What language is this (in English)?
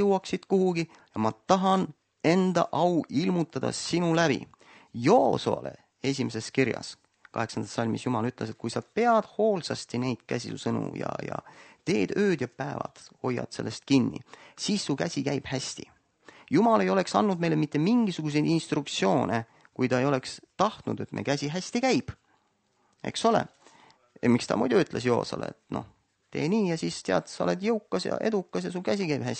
Estonian